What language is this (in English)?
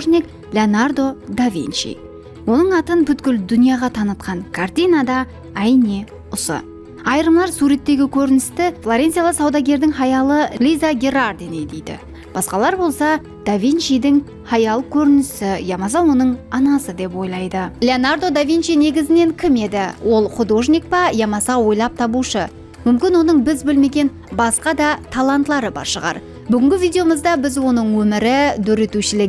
Kara-Kalpak